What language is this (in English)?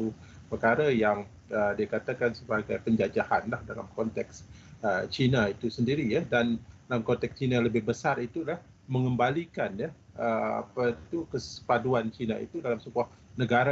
Malay